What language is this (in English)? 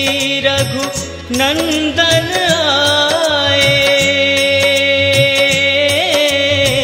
Hindi